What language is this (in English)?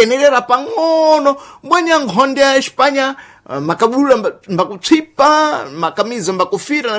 Sena